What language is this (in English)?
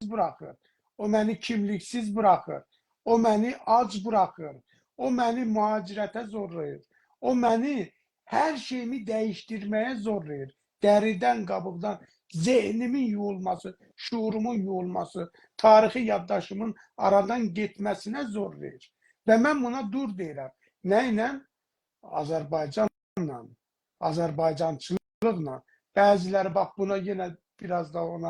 South Azerbaijani